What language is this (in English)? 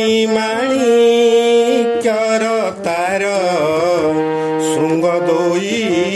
Odia